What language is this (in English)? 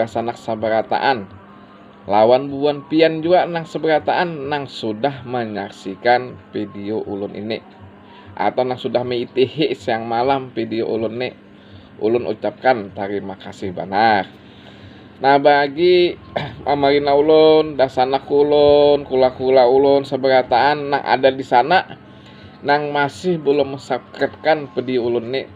Banjar